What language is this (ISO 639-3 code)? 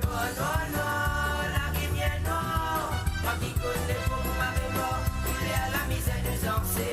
mfe